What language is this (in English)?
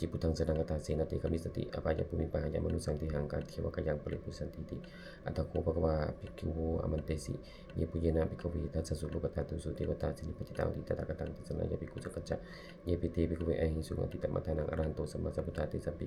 Pali